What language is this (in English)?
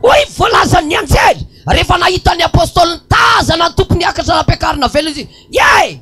Malagasy